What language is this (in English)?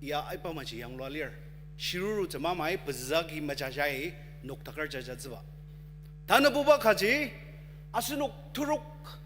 Ao Naga